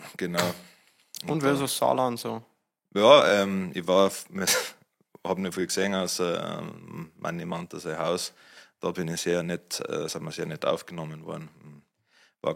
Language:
Bavarian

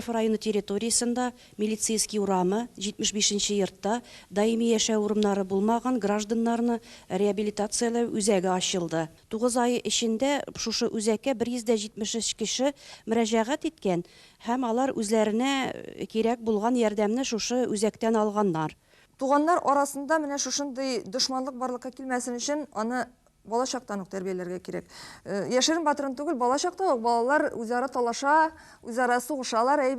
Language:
Tatar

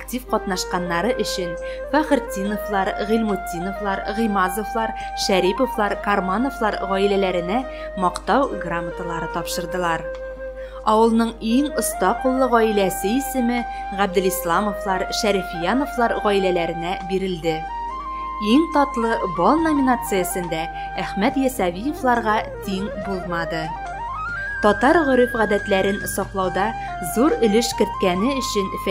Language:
Bashkir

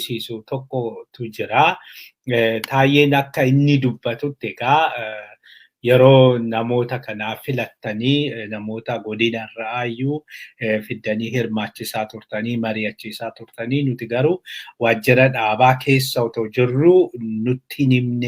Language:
Oromo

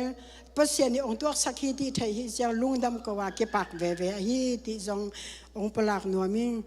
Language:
Tedim Chin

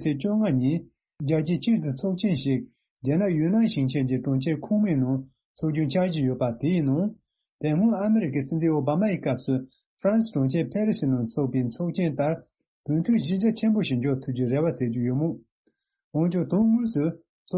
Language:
Tibetan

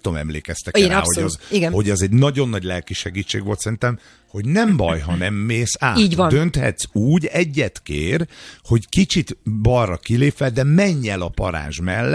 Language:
Hungarian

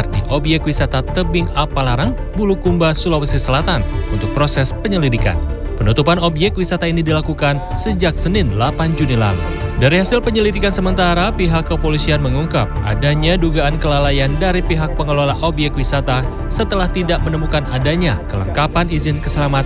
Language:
Indonesian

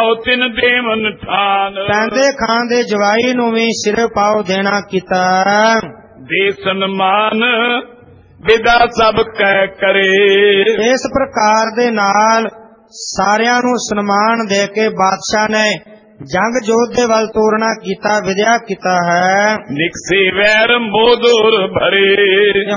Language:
Punjabi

